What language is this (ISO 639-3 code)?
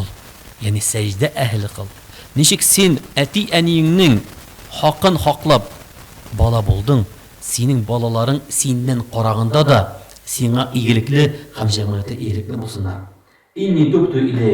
tat